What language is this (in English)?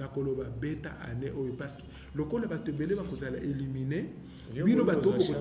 Lingala